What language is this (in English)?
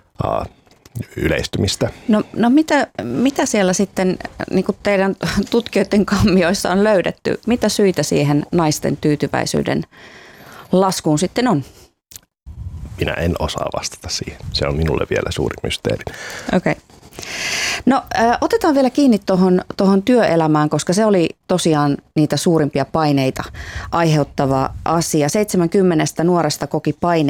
Finnish